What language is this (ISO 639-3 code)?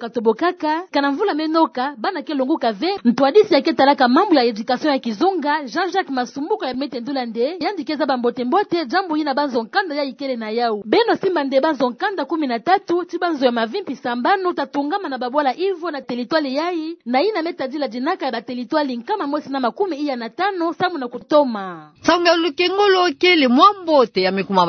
ktu